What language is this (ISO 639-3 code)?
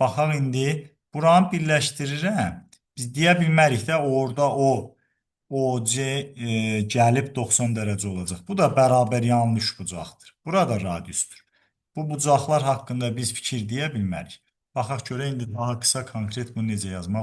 aze